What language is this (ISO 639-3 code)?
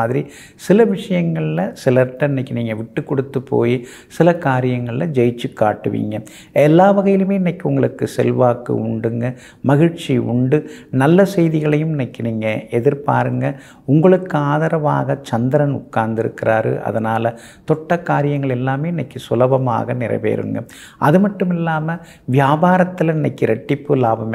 tam